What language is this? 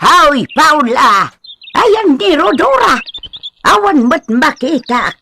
Iloko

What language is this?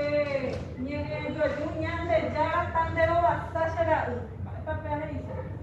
Guarani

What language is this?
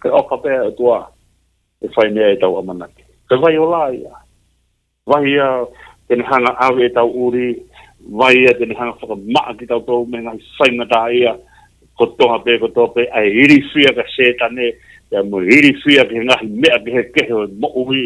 Tongan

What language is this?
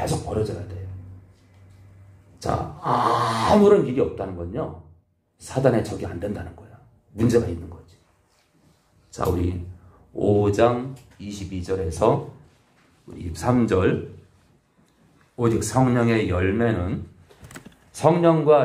Korean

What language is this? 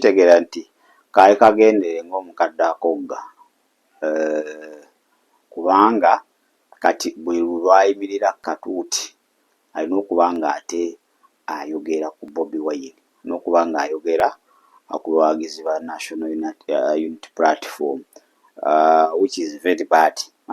Ganda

